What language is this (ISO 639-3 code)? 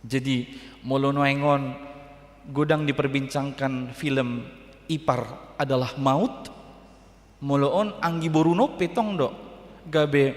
bbc